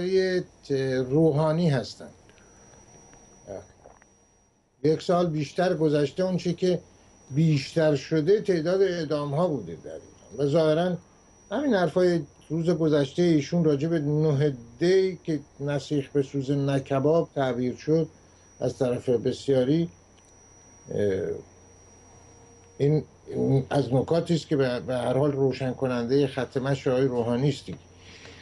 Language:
Persian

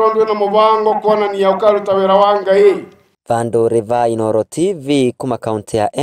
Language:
Kikuyu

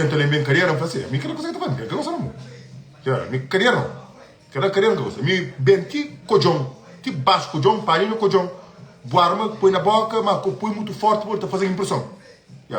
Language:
Kabuverdianu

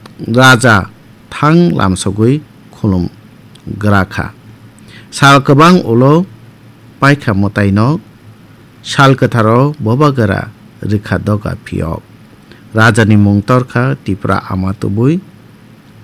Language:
Kok Borok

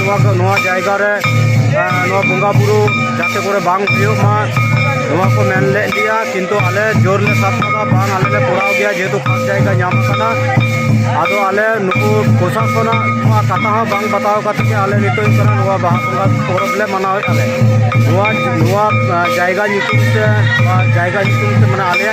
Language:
Santali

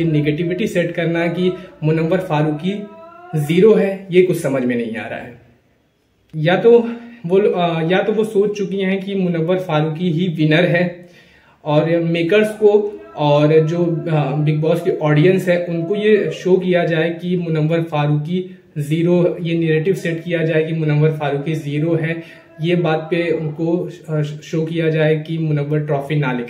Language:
Hindi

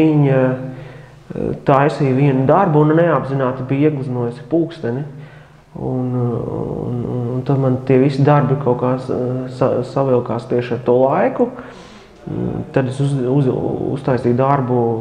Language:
Latvian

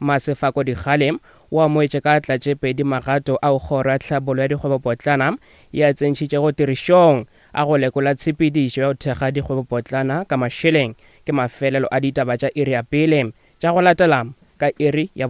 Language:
Northern Sotho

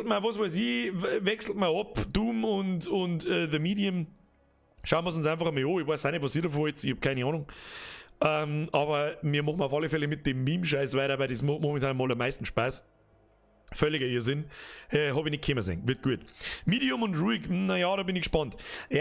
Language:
Bavarian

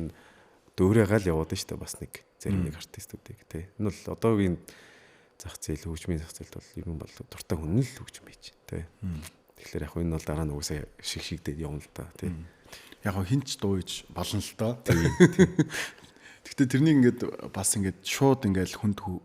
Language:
Mongolian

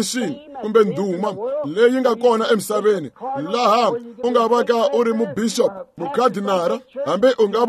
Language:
Tsonga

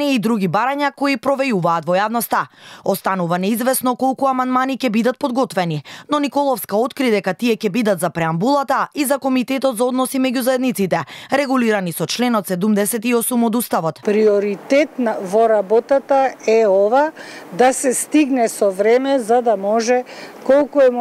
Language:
Macedonian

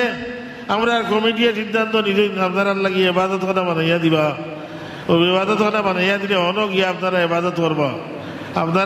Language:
Sylheti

